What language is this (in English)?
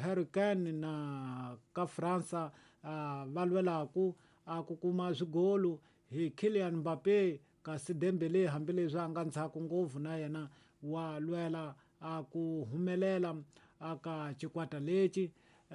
Tsonga